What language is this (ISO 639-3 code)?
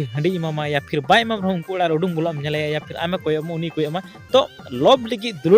sat